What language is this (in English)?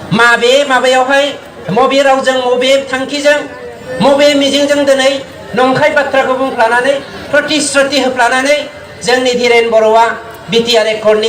Bodo